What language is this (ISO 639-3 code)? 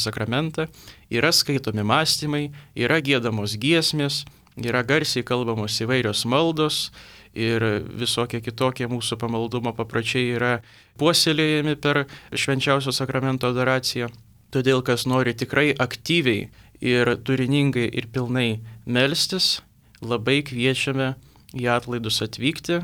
lit